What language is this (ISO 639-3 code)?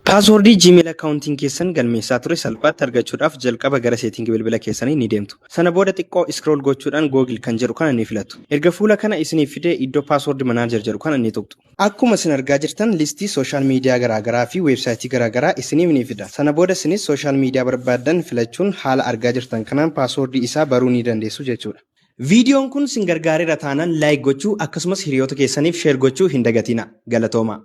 orm